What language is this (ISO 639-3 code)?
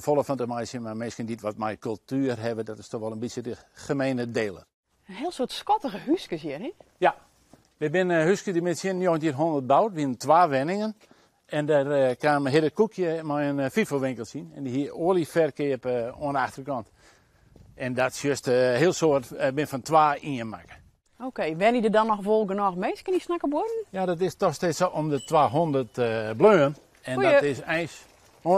fry